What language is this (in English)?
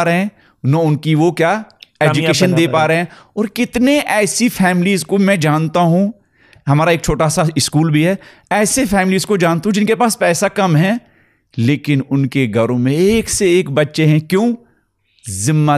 Urdu